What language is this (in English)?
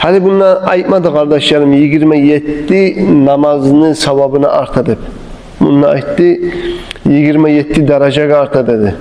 Kumyk